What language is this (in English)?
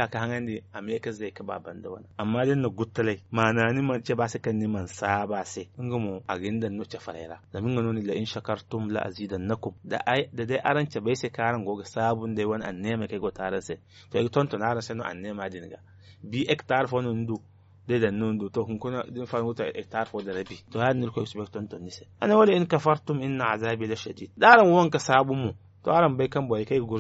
Zarma